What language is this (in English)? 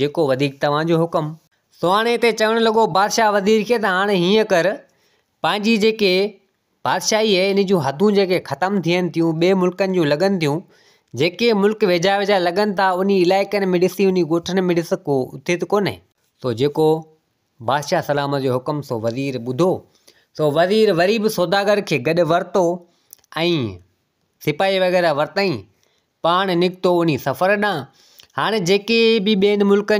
Sindhi